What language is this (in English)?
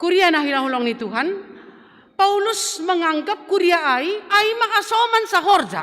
Batak Simalungun